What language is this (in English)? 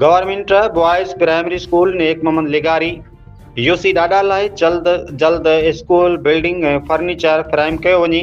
Sindhi